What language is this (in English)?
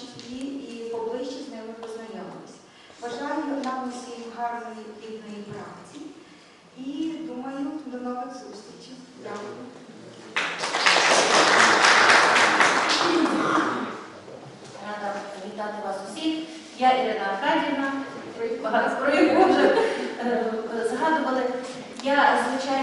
Ukrainian